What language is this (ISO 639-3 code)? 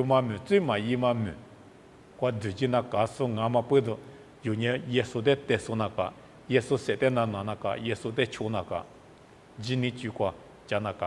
lis